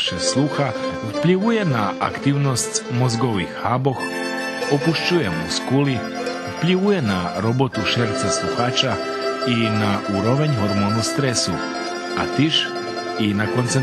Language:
Rusyn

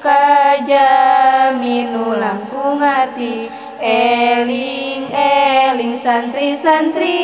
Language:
Sundanese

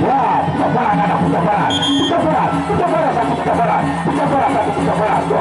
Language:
Sasak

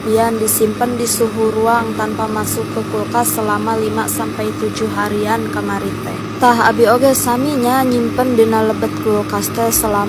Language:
Sundanese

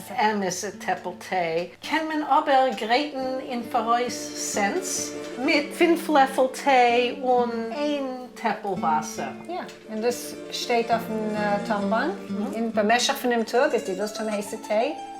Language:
Yiddish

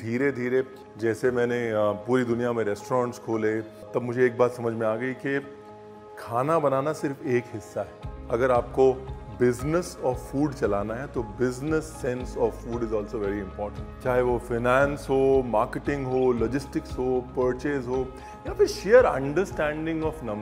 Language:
Hindi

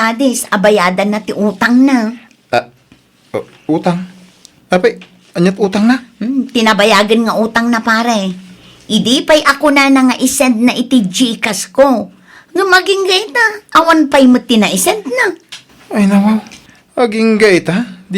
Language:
Iloko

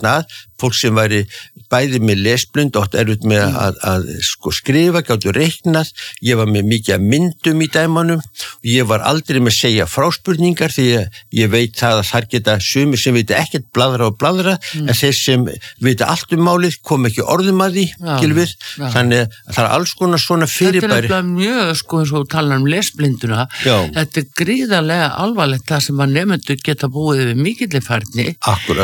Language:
Icelandic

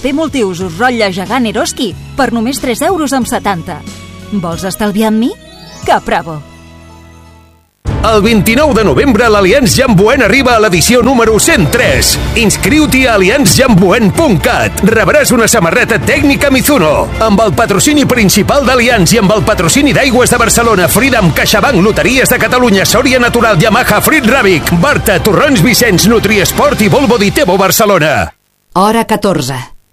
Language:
Catalan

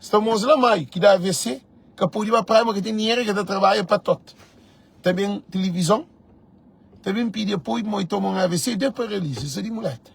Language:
Kabuverdianu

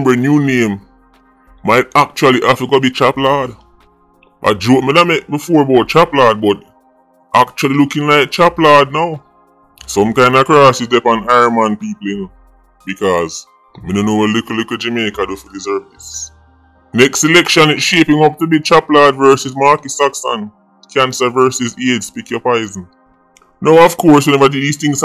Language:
Jamaican Creole English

